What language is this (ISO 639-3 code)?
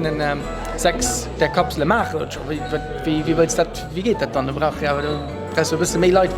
ltz